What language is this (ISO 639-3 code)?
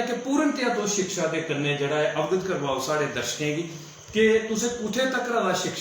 doi